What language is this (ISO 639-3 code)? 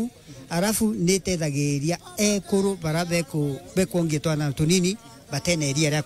mer